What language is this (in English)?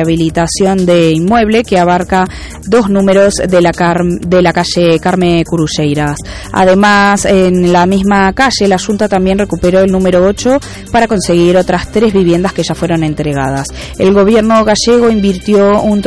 Spanish